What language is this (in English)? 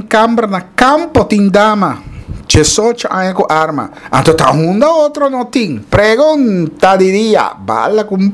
Papiamento